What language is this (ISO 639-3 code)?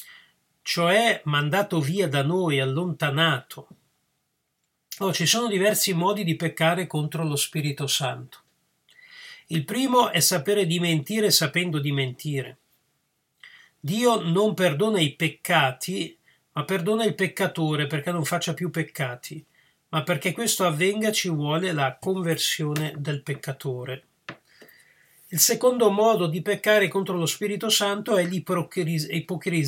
ita